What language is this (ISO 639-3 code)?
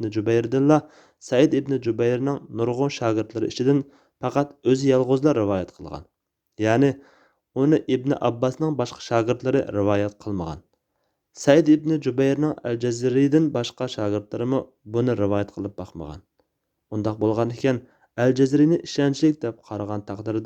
uig